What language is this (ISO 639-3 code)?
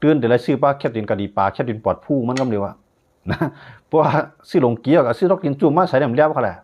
shn